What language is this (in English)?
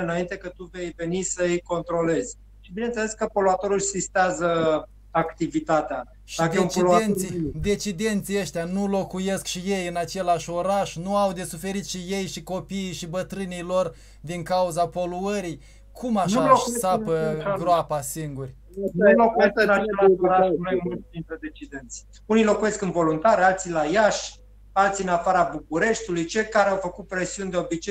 Romanian